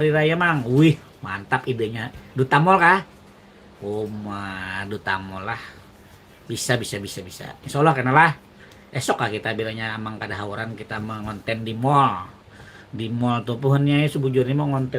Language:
Banjar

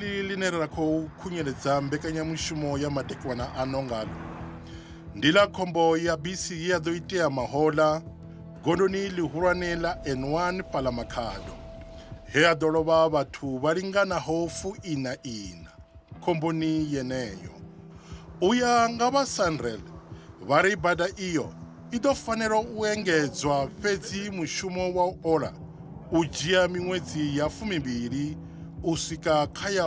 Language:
Venda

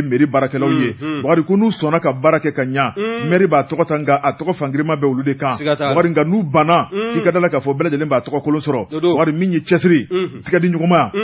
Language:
Bambara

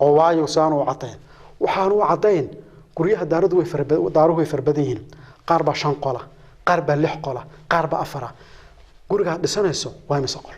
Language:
Somali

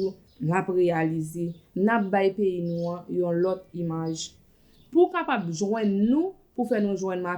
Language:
Haitian Creole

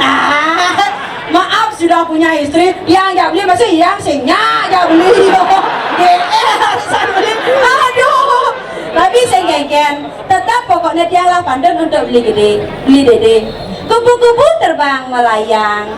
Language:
Balinese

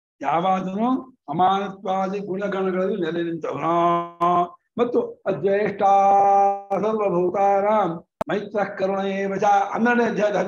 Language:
Kannada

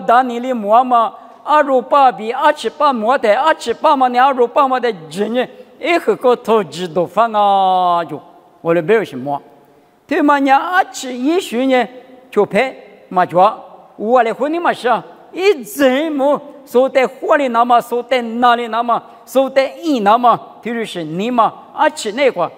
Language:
Lisu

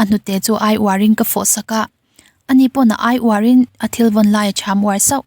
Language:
Mizo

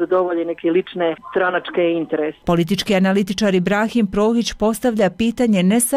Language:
Bosnian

